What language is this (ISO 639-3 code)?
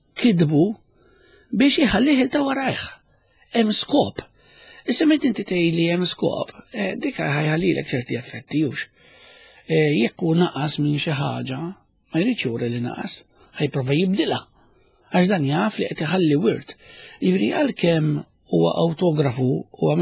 mlt